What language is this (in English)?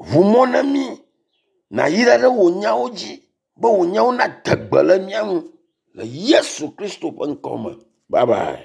Ewe